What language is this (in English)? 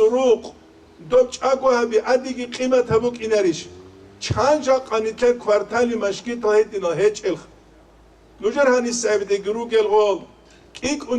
Avaric